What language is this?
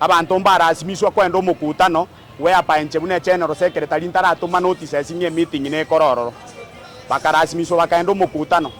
Gusii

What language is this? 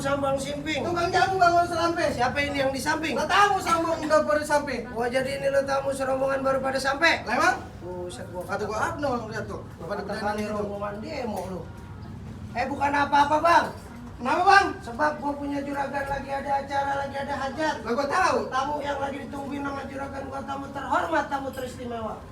Betawi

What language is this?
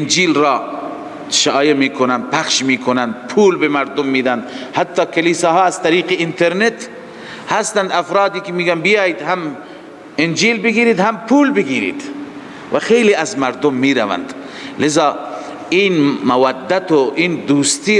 Persian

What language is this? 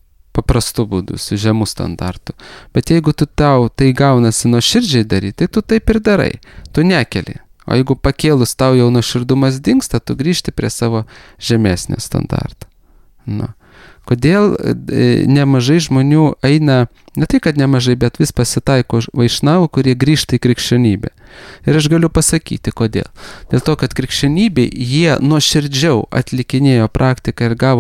Lithuanian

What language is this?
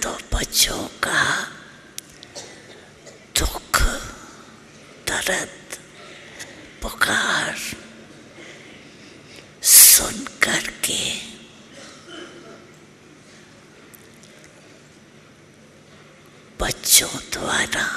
Hindi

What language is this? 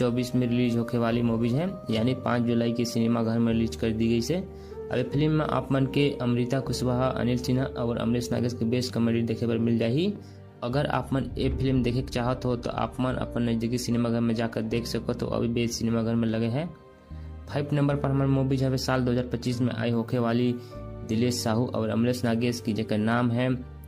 Chhattisgarhi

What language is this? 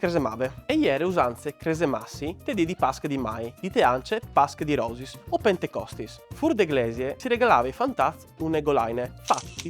Friulian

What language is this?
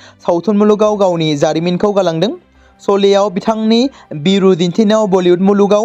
Bodo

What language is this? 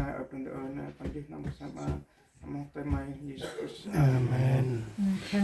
Central Mnong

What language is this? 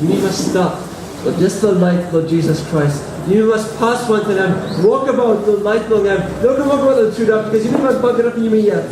Tok Pisin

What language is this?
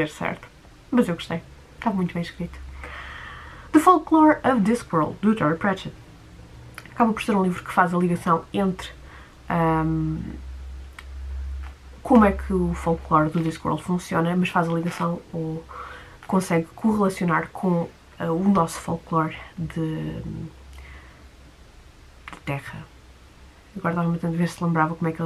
Portuguese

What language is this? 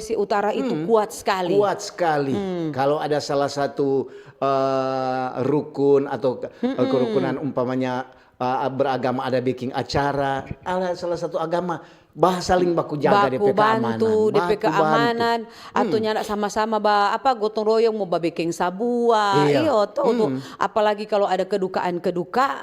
Manado Malay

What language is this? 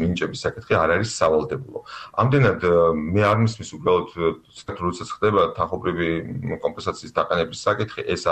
Georgian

